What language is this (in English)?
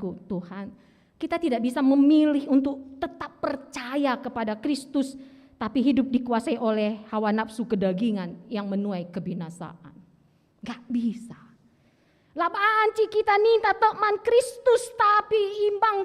Batak Karo